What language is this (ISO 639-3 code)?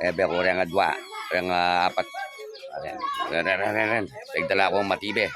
pam